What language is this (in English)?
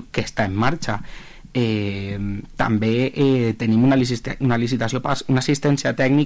Catalan